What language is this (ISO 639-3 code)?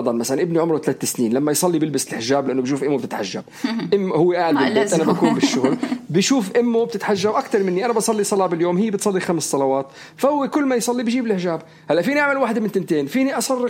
apc